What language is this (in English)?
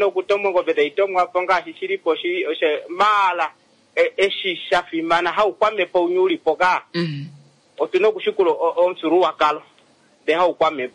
Kuanyama